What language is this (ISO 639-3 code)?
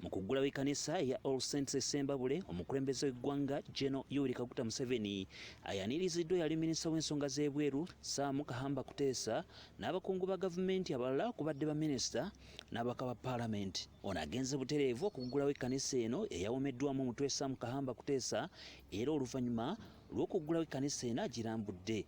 lug